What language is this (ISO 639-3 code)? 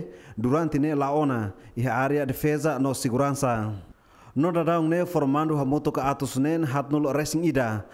tet